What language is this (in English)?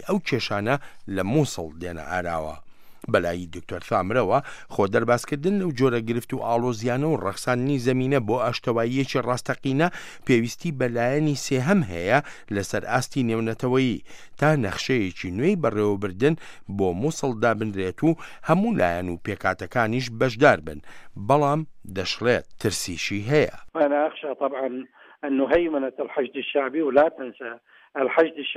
Central Kurdish